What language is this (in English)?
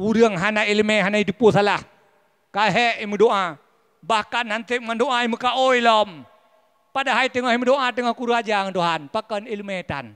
Achinese